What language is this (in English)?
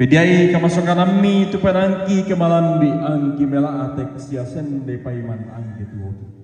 Toraja-Sa'dan